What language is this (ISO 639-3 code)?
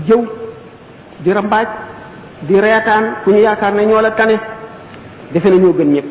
wol